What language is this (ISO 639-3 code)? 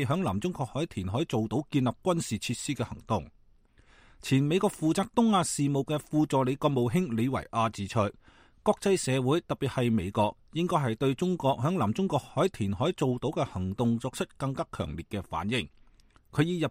yue